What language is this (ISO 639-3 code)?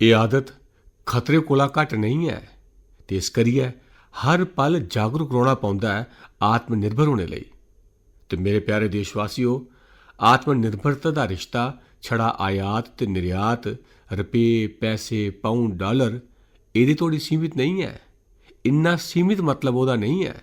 doi